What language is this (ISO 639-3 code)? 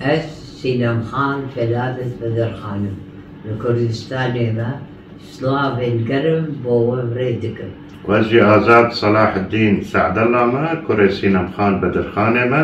kur